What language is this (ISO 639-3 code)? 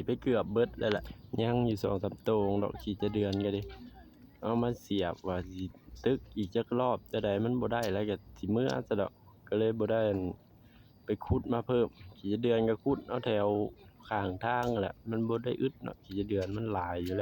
lao